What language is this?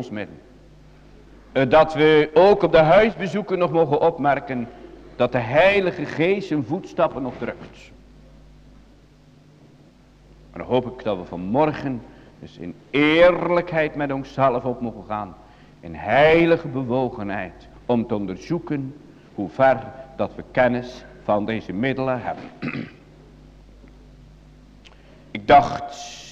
Dutch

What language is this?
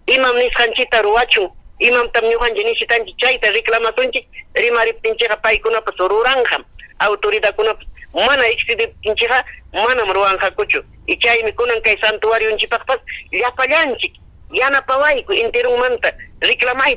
Ayacucho Quechua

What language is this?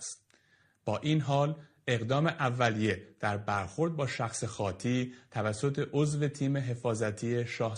Persian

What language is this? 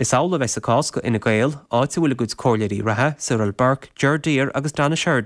Irish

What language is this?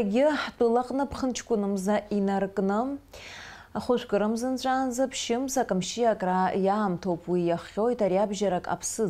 Abkhazian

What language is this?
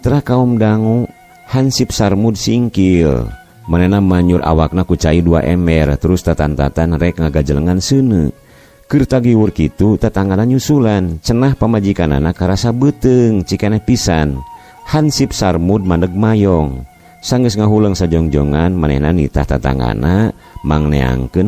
Sundanese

